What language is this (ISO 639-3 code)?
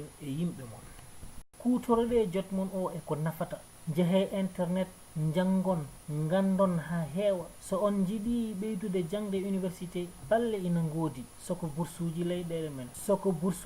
ful